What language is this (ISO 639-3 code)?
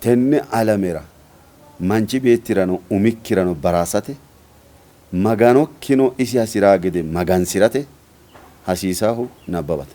sid